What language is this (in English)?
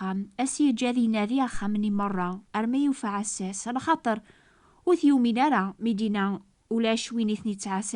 Kabyle